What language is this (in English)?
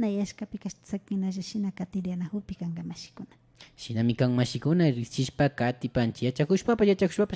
Imbabura Highland Quichua